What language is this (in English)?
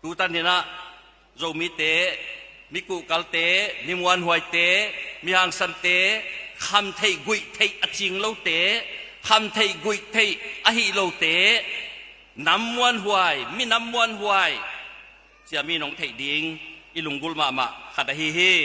Tedim Chin